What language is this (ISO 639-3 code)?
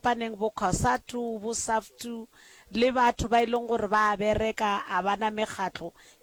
nso